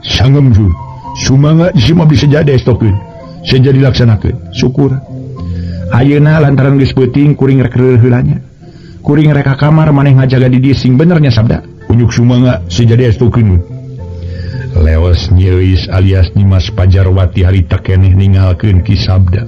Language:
Sundanese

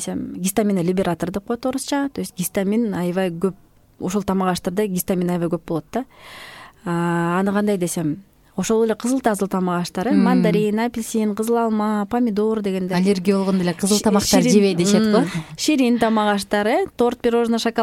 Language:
Kyrgyz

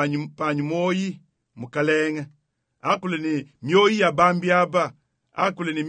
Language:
Luba-Lulua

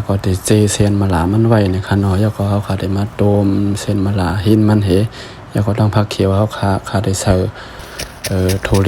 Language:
Shan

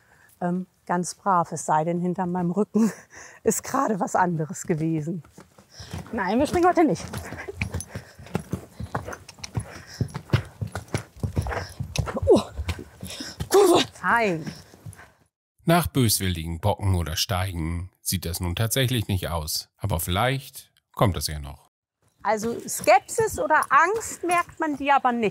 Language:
German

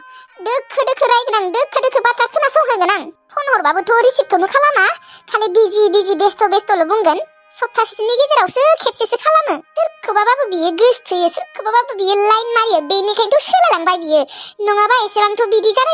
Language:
Bodo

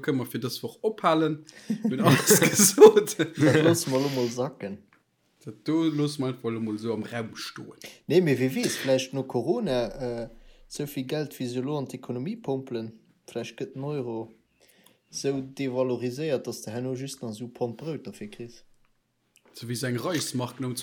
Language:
Luxembourgish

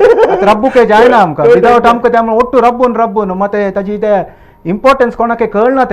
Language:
Konkani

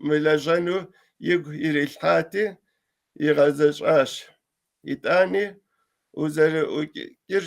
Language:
Kabardian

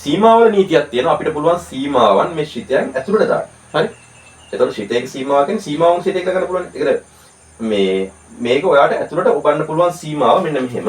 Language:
Sinhala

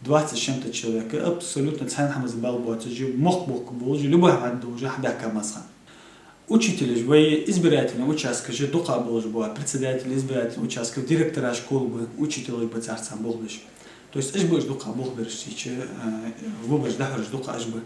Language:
Ingush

